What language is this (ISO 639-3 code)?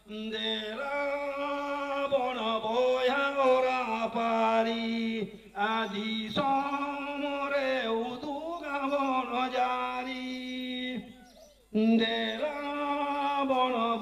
sat